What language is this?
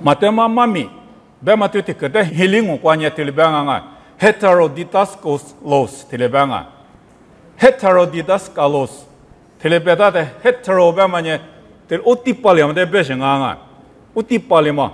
Lisu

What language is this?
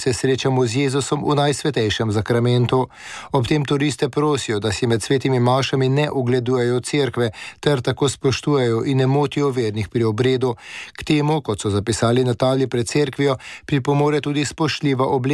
Slovenian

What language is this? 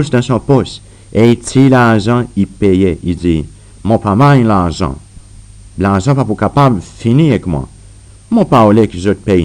Seselwa Creole French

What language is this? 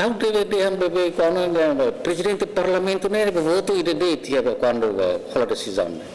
Tetum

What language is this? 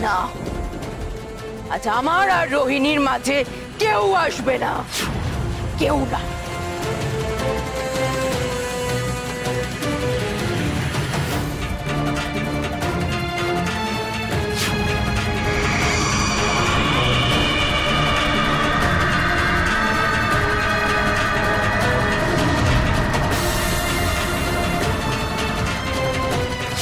Bangla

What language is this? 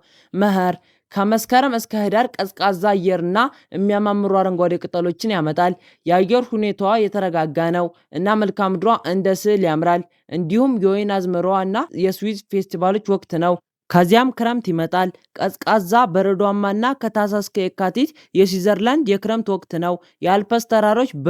Amharic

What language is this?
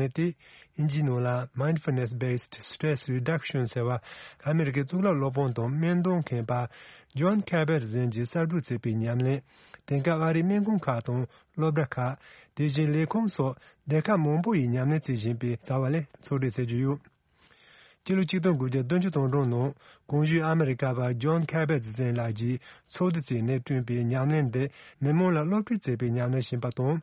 Tibetan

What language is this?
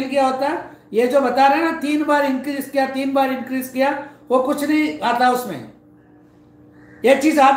Hindi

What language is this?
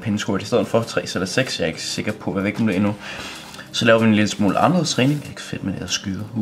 Danish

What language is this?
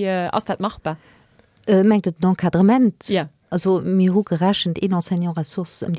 Luxembourgish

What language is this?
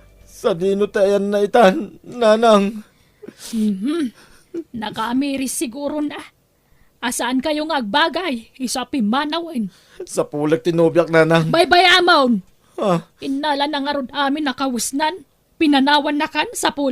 Iloko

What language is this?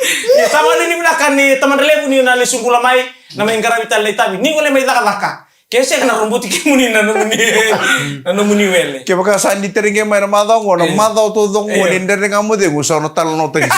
Fijian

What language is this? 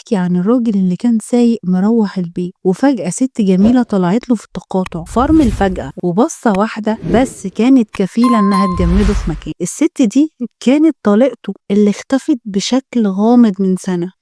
Egyptian Arabic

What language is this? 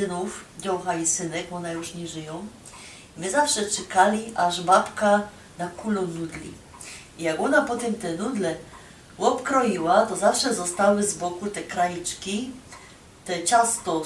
Silesian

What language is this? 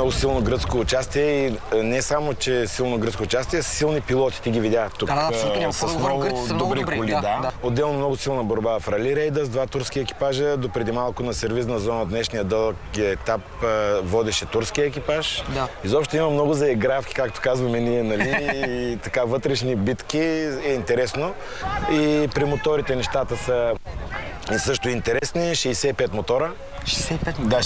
Bulgarian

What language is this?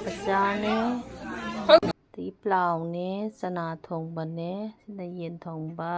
Manipuri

